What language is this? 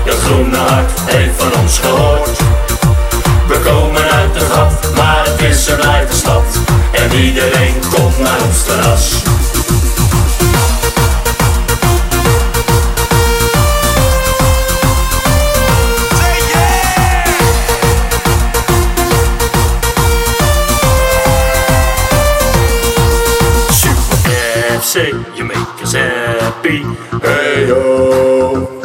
Dutch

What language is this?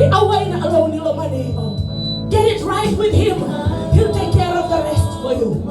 Fijian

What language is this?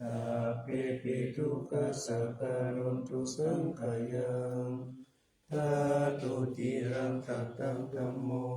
Pali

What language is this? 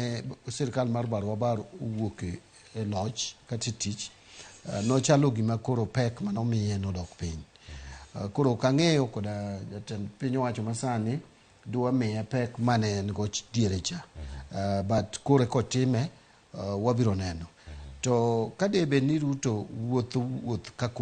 Luo (Kenya and Tanzania)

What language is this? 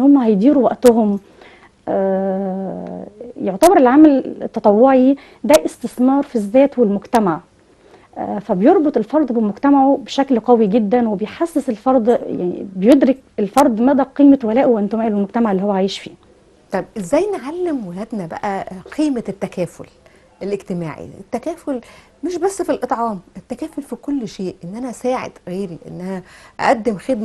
Egyptian Arabic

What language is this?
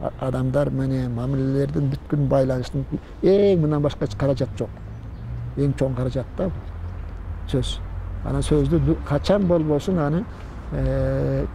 Kyrgyz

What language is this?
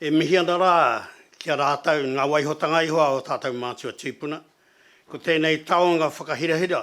Māori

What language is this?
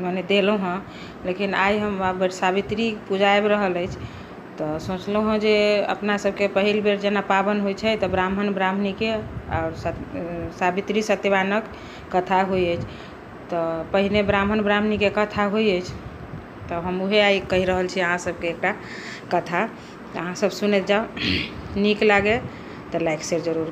Maithili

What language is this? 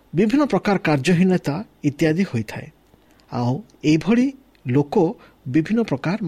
Odia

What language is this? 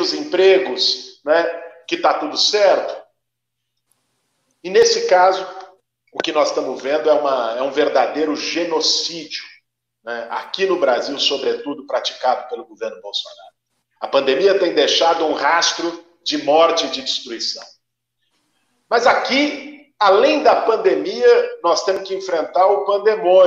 Portuguese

